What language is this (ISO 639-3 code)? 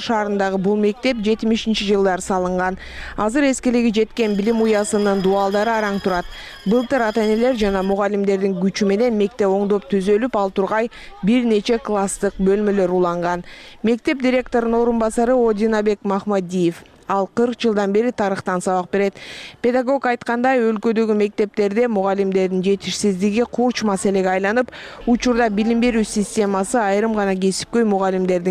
kir